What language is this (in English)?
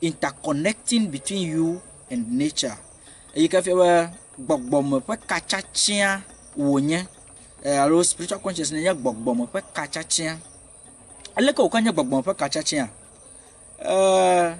Ewe